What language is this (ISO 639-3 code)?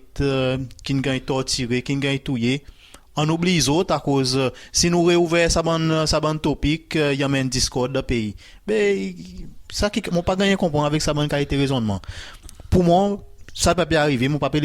crs